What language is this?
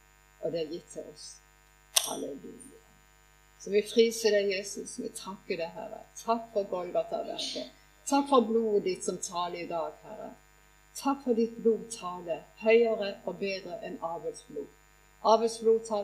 Norwegian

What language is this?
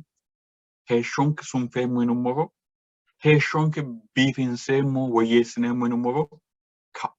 Sidamo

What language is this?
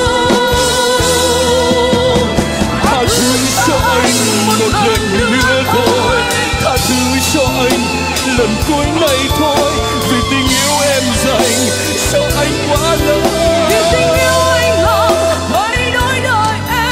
Vietnamese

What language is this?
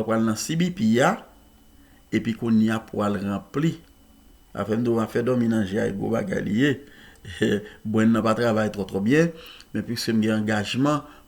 Haitian Creole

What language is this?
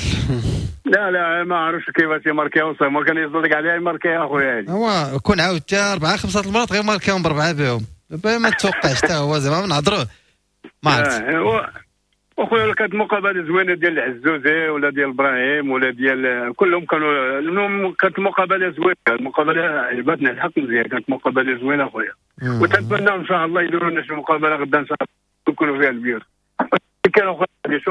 Moroccan Arabic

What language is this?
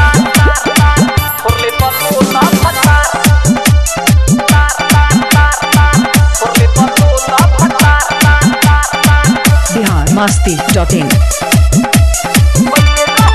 Bhojpuri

